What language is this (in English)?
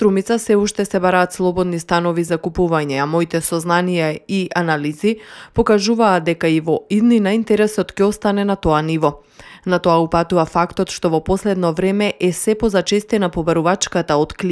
Macedonian